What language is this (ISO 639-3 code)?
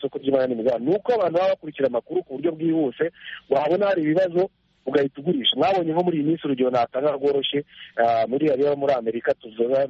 kin